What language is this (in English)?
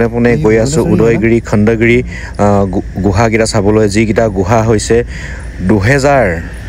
Assamese